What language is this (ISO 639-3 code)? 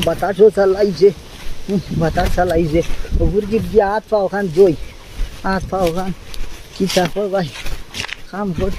syl